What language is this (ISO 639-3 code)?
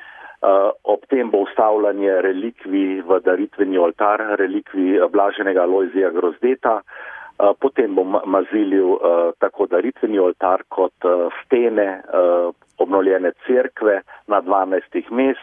slv